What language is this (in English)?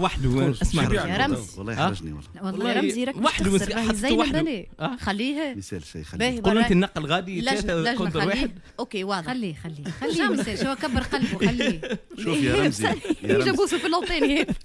Tunisian Arabic